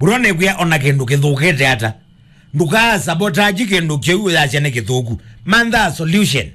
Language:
Kamba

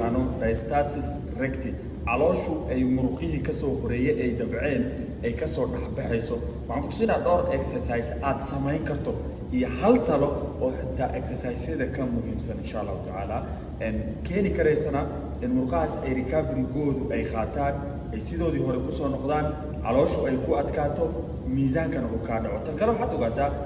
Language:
Somali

